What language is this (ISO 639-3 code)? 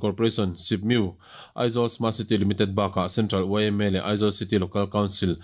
lus